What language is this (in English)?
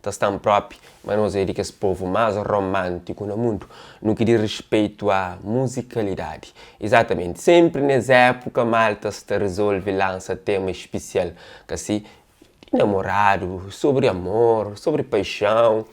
Kabuverdianu